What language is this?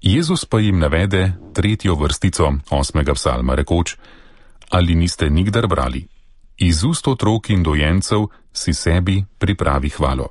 Slovenian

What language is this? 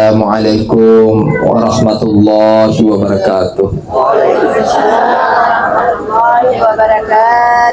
Buginese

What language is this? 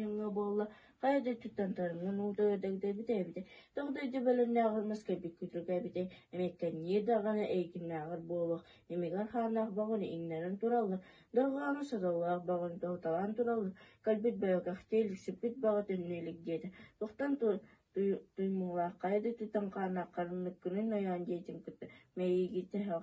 Yakut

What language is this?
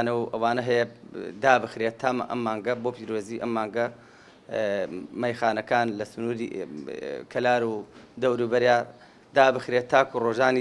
Central Kurdish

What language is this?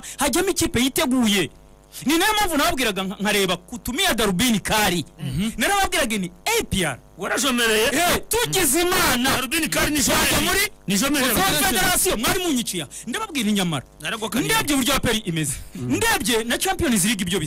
Kinyarwanda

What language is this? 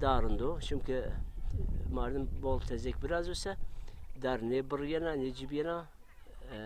Zaza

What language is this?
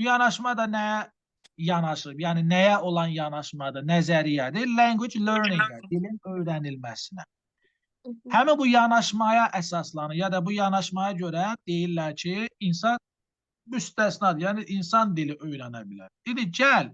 Azerbaijani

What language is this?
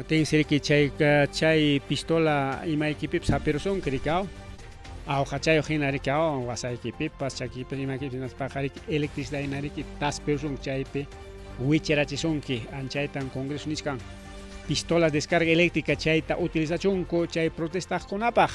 Ayacucho Quechua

